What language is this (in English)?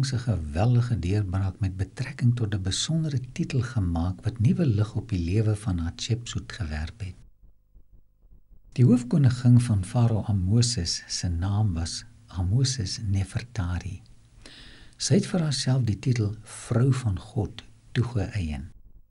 Afrikaans